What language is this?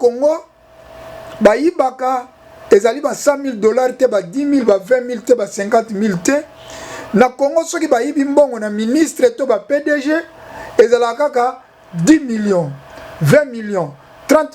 Lingala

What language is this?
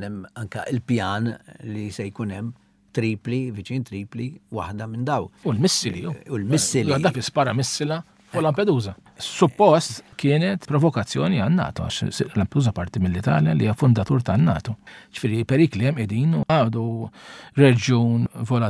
Maltese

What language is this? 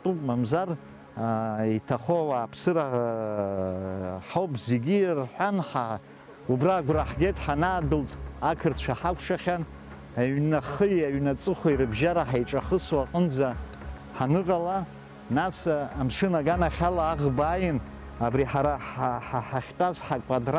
Abkhazian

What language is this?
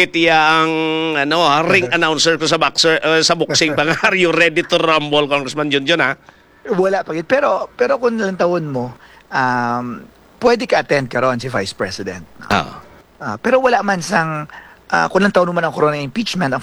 Hiligaynon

